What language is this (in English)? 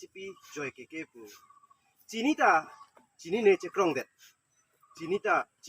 Karbi